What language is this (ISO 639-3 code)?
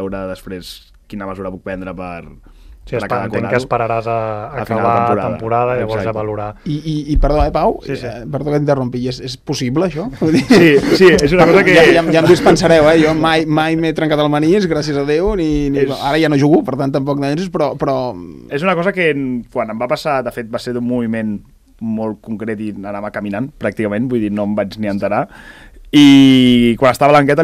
cat